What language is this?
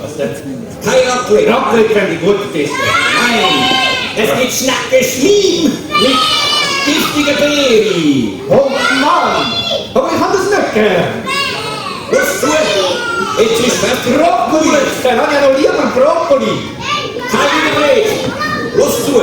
Swiss German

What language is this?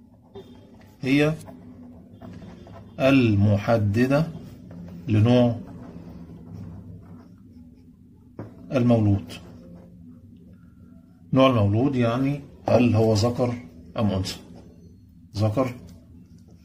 Egyptian Arabic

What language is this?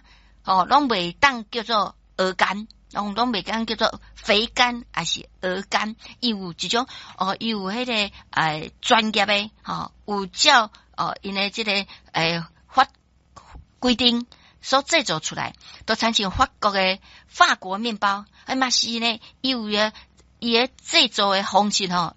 Min Nan Chinese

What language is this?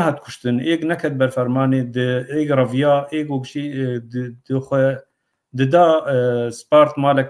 Kurdish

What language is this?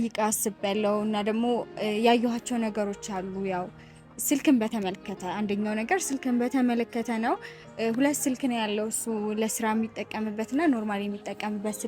Amharic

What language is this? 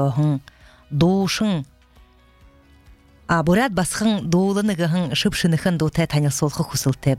Buriat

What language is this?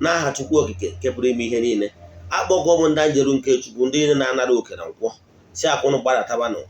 Igbo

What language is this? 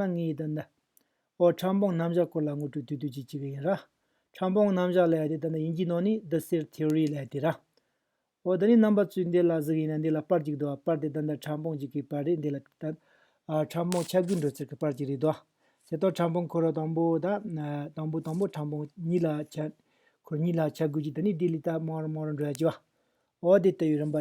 Tibetan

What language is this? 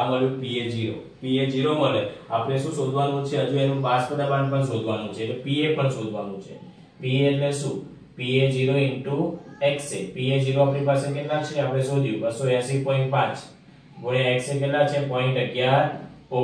Gujarati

